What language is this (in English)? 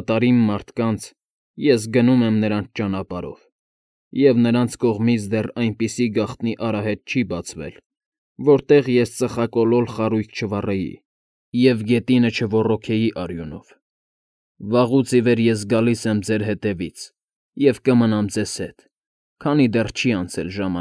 Armenian